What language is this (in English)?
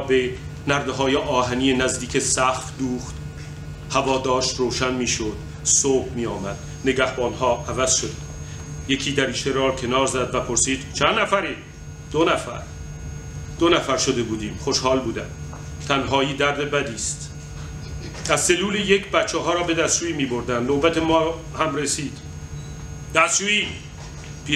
Persian